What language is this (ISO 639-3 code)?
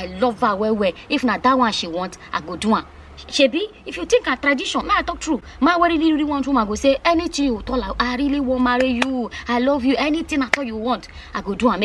pcm